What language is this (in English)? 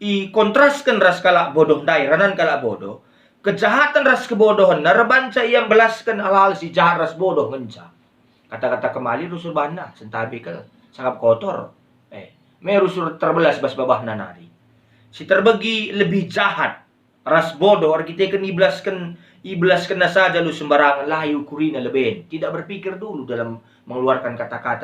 Batak Karo